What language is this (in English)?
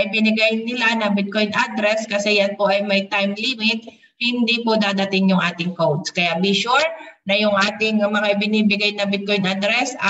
Filipino